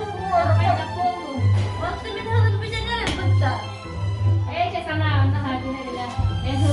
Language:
Yakut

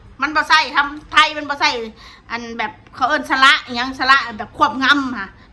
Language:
Northeastern Thai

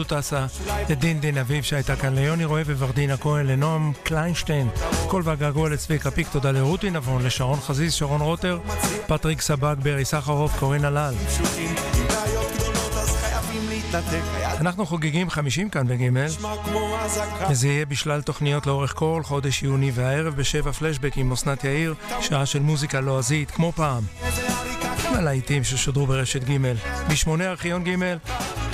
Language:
Hebrew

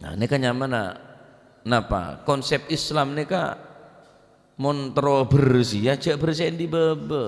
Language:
Madurese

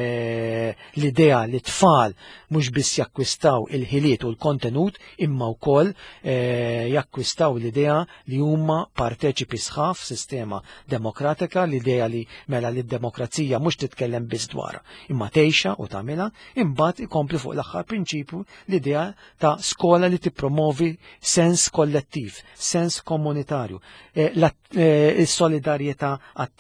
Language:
Maltese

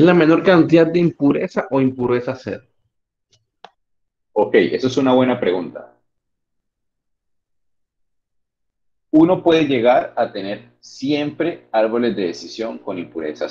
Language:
Spanish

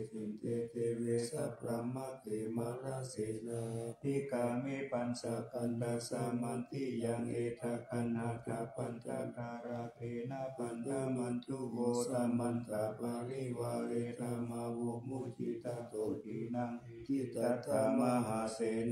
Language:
Pali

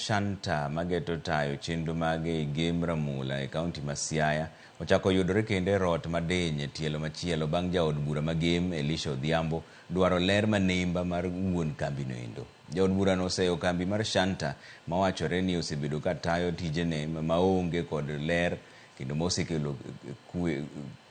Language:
Luo (Kenya and Tanzania)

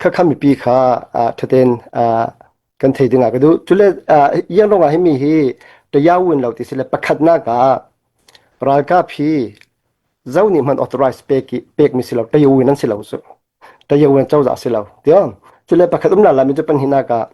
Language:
Falam Chin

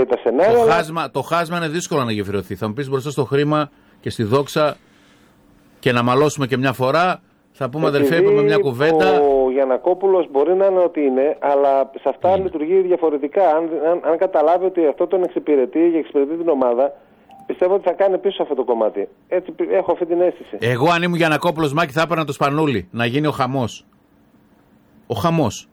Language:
Greek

